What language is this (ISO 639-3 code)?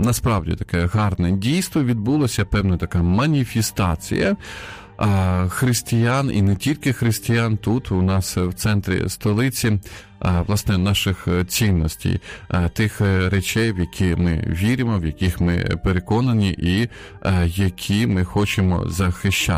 ukr